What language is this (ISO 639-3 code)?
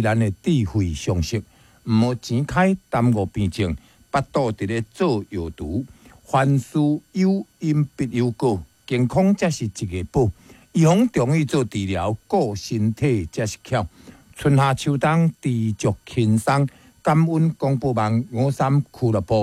nan